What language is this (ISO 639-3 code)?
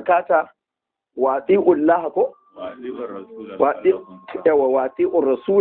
hau